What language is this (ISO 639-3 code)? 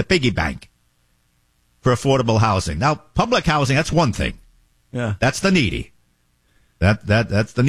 eng